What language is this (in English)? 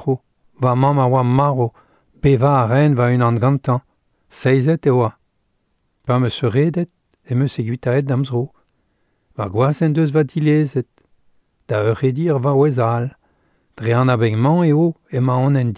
Breton